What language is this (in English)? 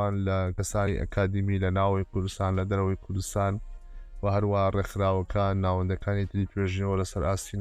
Central Kurdish